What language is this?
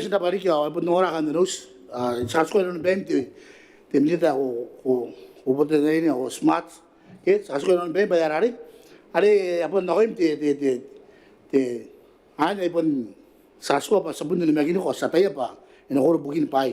Gilbertese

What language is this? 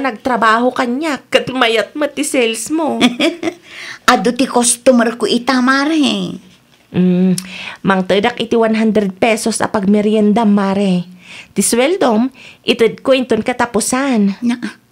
Iloko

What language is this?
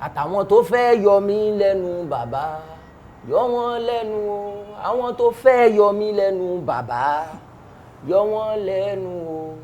Yoruba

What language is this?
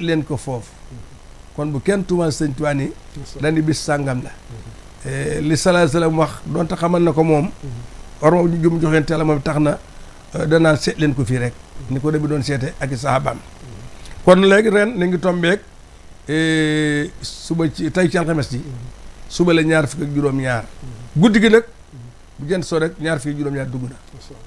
Wolof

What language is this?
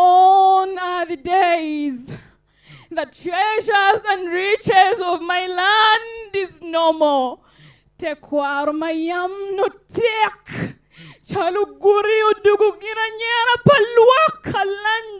Acoli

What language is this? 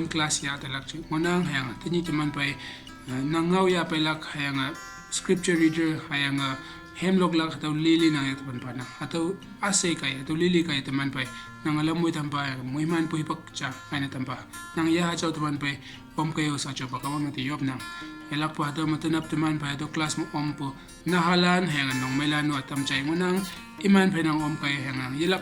Konyak Naga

